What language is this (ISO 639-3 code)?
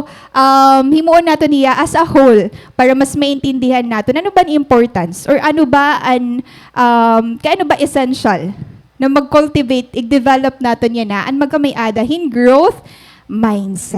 war